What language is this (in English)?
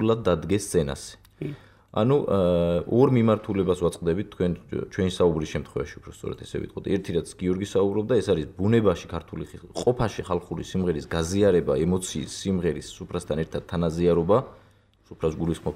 Georgian